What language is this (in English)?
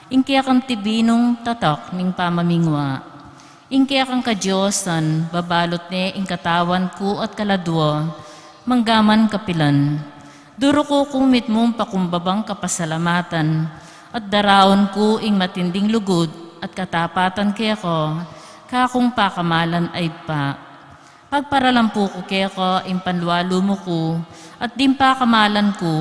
Pampanga